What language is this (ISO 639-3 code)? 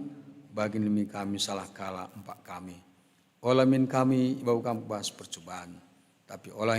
btx